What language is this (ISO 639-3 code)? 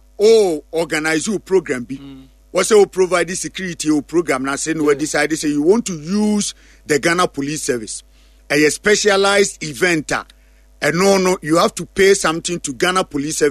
aka